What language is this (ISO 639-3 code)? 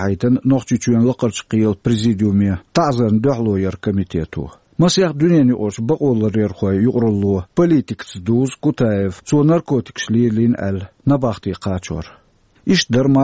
che